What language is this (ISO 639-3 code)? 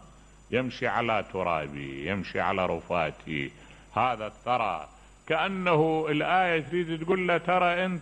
acm